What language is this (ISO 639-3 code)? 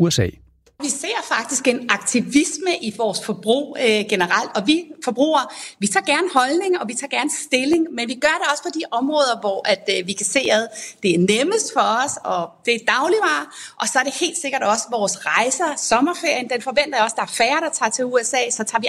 dan